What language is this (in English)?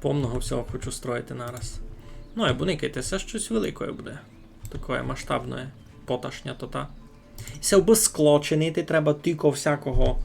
Rusyn